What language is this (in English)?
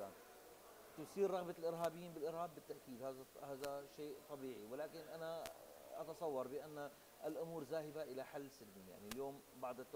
Arabic